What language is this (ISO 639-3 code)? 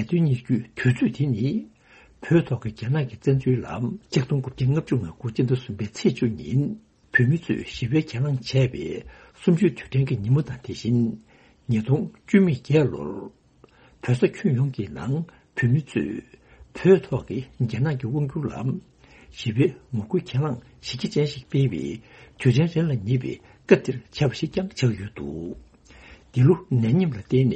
bod